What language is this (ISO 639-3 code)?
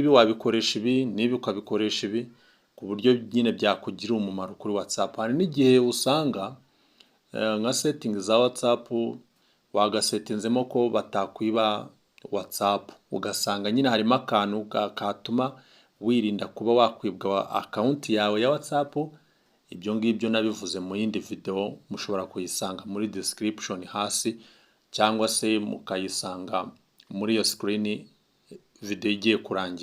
kin